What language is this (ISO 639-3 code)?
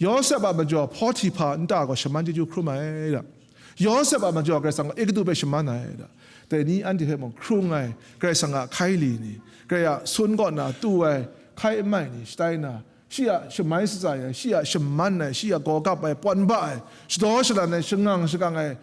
kac